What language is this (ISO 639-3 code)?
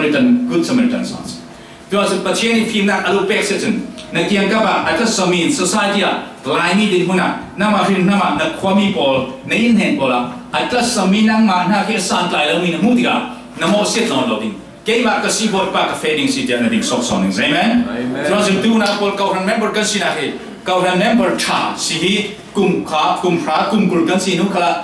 cfm